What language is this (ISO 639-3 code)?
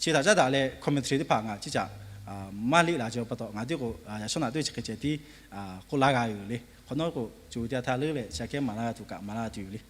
lhu